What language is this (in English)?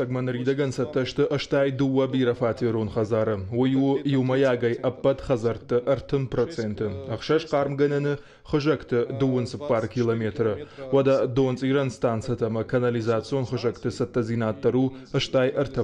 Ossetic